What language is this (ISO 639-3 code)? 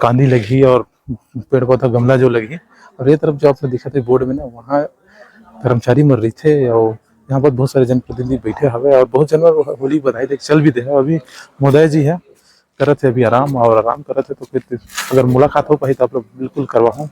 hne